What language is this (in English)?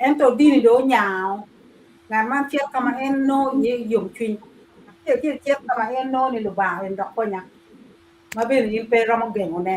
Acoli